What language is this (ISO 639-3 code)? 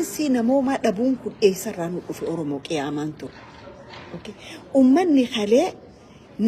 orm